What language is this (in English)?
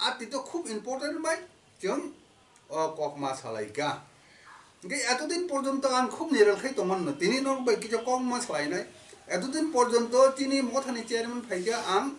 Kok Borok